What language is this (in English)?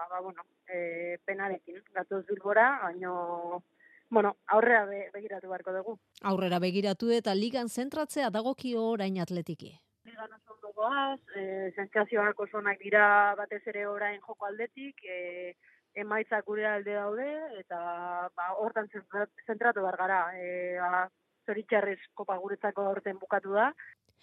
Basque